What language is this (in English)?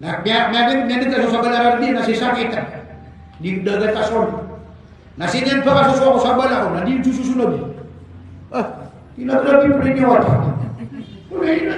Maranao